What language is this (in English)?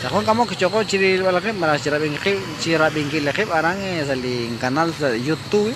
Kekchí